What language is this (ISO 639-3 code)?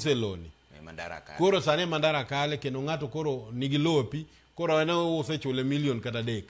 luo